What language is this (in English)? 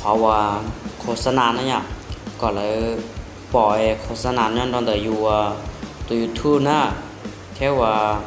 Hmong